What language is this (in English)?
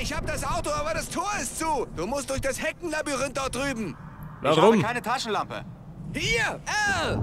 Bavarian